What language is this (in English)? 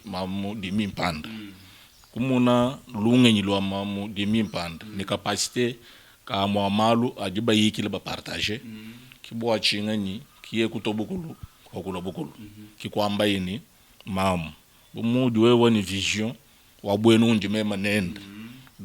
Luba-Lulua